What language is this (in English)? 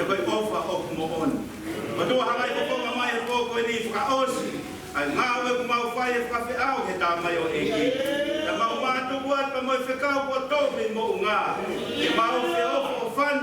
Tongan